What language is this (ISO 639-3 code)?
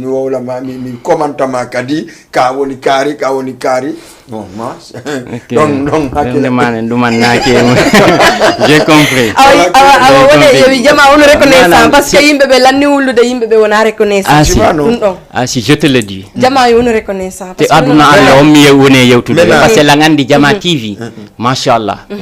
ful